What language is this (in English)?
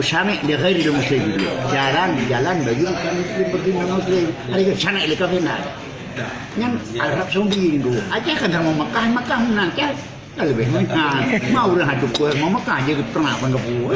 Achinese